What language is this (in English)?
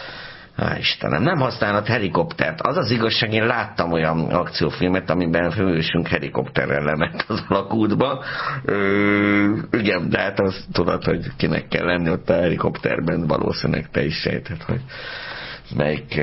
Hungarian